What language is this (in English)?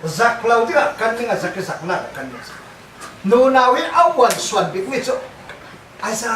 Falam Chin